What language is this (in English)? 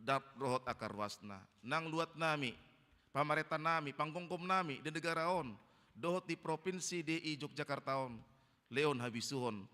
Batak Toba